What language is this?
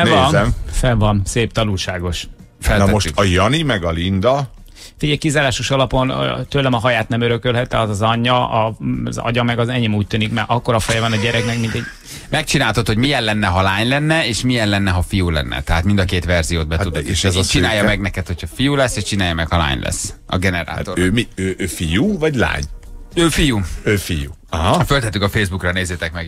Hungarian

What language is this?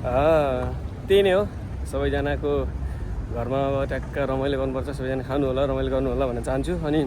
Nepali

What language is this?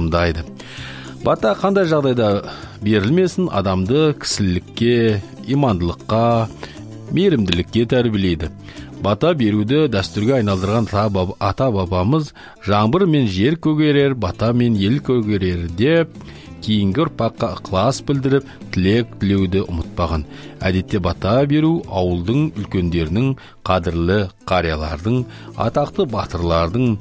Kazakh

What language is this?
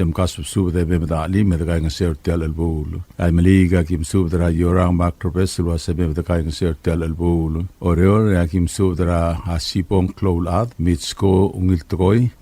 Palauan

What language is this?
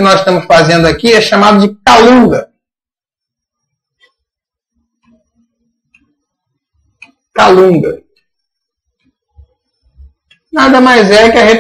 Portuguese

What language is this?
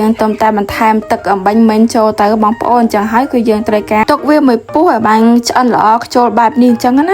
Khmer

